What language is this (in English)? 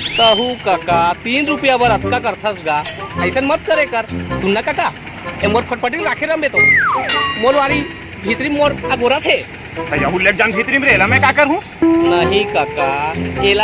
Chhattisgarhi